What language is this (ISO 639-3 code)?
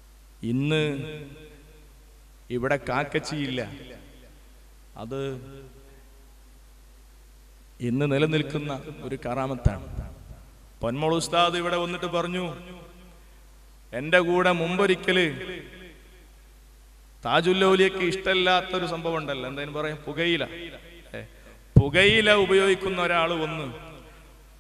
mal